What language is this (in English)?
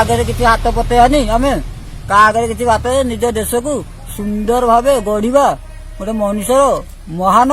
Odia